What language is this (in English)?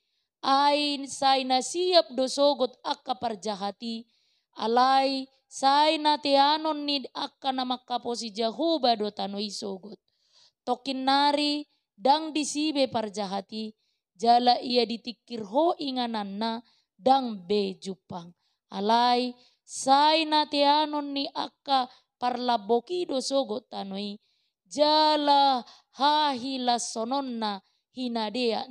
Batak Toba